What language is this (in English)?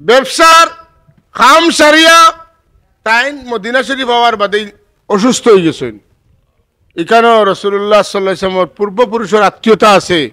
Sylheti